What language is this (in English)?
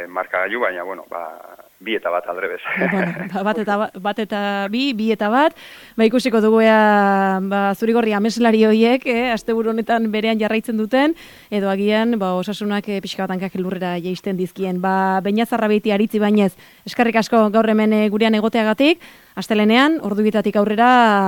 Basque